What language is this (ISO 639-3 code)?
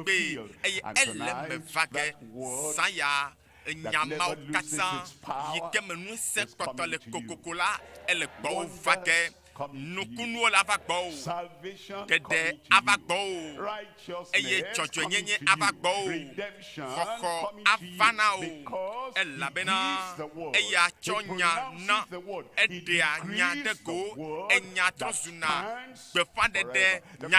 ewe